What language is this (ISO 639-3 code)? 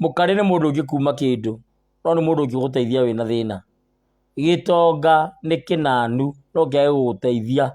kik